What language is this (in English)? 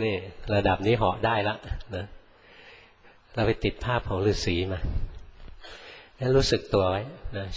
Thai